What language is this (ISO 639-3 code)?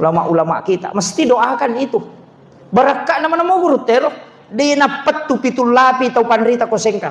bug